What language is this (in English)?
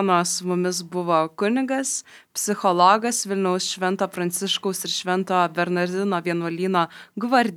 Lithuanian